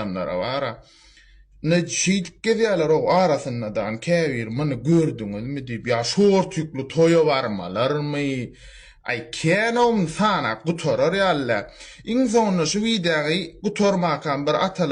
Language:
Turkmen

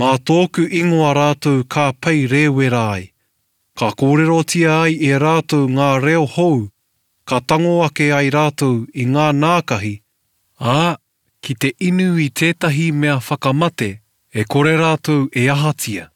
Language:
Māori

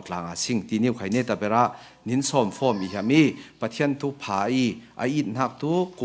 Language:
Falam Chin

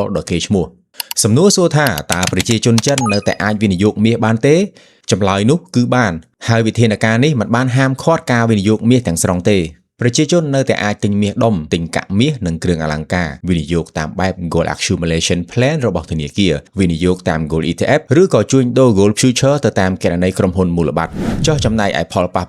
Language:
Khmer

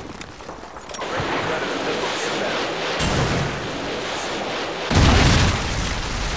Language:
English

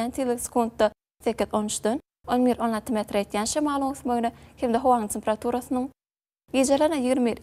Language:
Turkmen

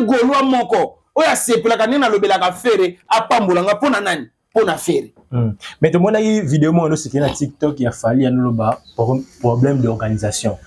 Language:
Lingala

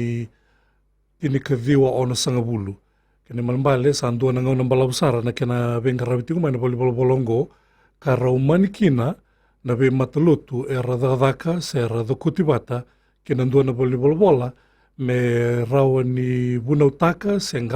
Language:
Fijian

